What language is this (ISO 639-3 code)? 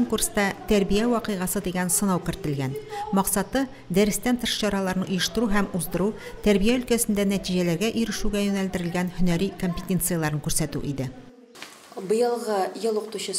tat